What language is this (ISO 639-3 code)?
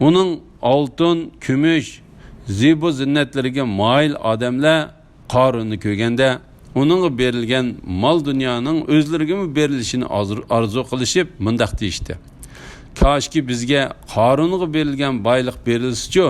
uig